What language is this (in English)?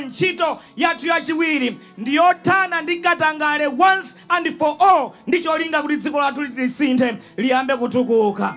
Nyanja